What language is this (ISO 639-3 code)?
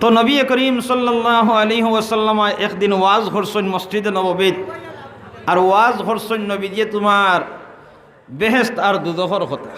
syl